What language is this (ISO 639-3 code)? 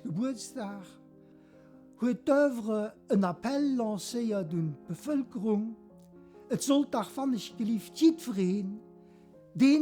ltz